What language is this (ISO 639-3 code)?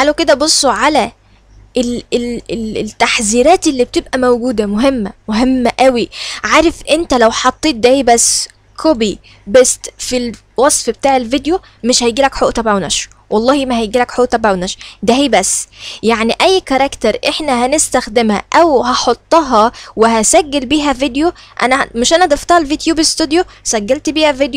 arz